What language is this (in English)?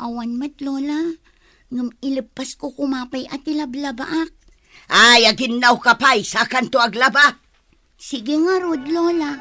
Iloko